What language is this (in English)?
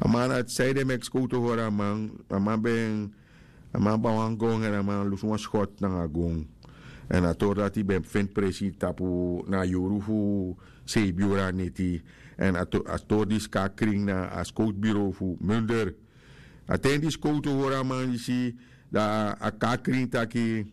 Sranan Tongo